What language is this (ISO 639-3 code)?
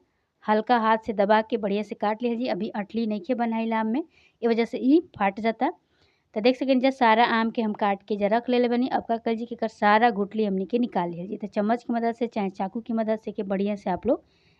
bho